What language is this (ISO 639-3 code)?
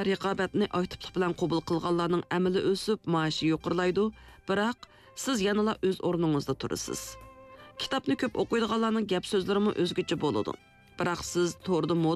uig